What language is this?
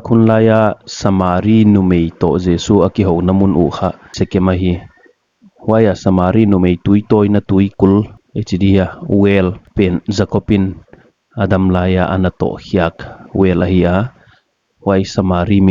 Paite Chin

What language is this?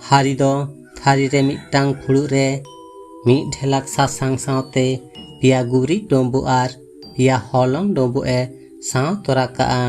Santali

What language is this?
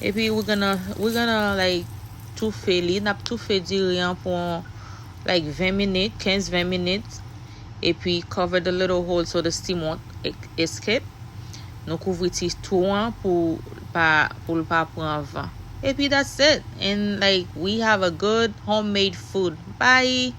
Haitian Creole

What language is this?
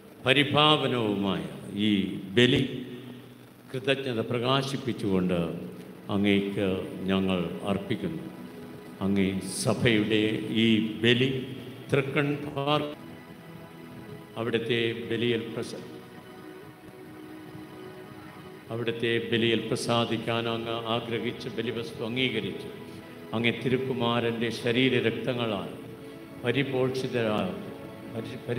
Malayalam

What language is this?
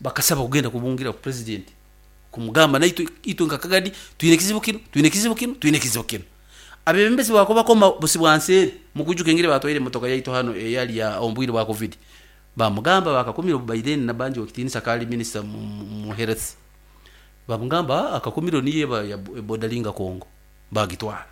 Nyoro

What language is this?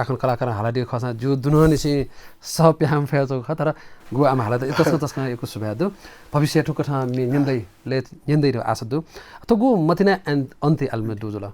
Newari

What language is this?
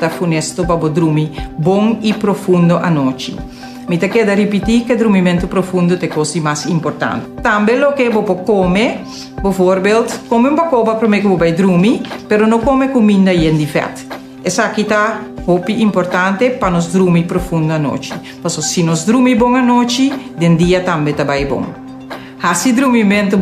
Papiamento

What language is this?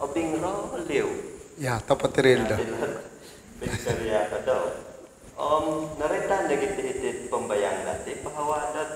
Central Dusun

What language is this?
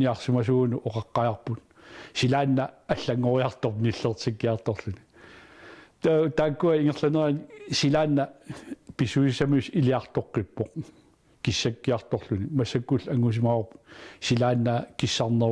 Kalaallisut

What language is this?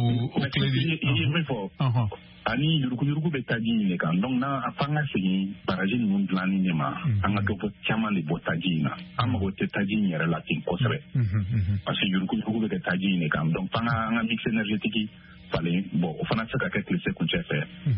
Bambara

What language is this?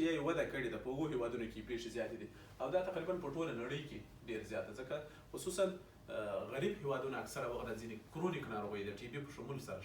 Pashto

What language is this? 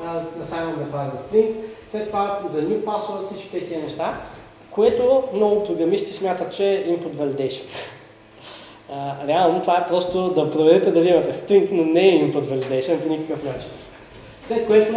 Bulgarian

